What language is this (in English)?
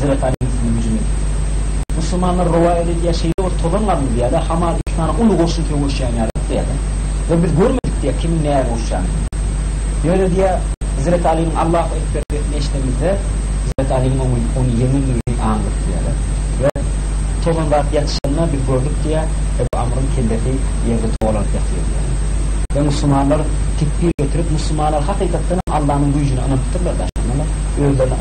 Turkmen